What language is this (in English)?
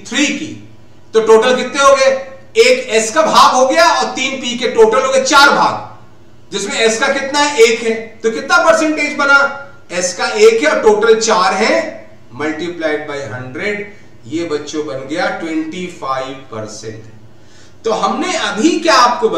Hindi